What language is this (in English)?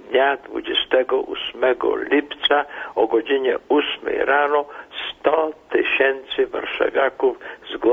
Polish